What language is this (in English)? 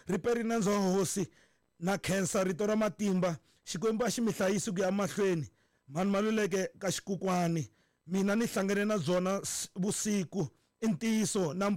Tsonga